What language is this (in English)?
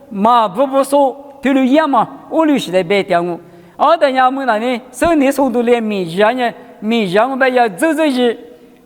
Lisu